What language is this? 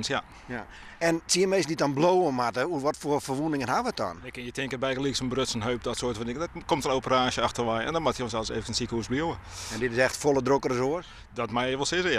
Western Frisian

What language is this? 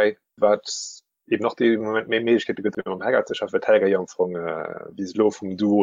Luxembourgish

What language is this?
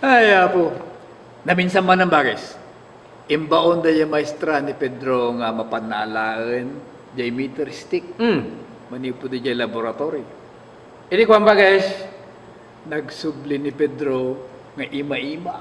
Iloko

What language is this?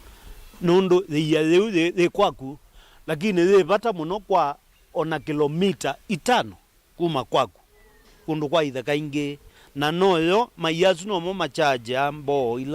Kamba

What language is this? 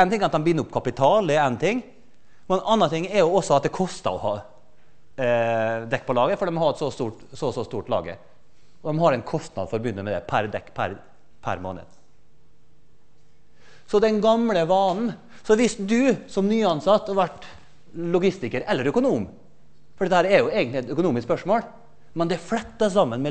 Norwegian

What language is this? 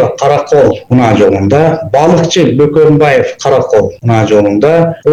Kyrgyz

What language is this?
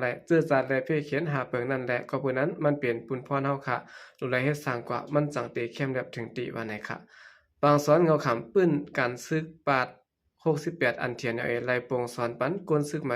Shan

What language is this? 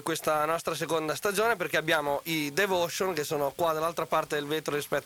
Italian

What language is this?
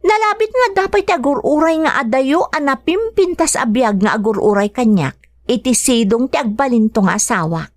Iloko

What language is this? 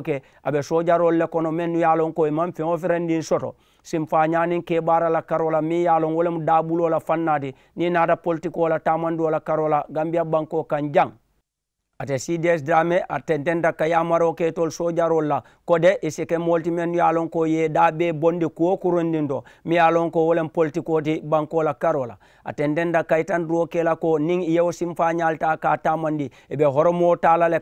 Mandingo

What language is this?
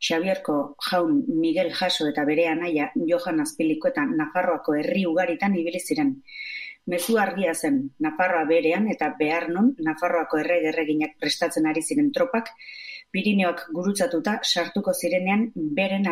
Basque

